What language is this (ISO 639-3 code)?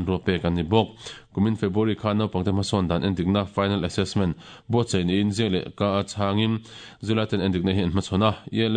lus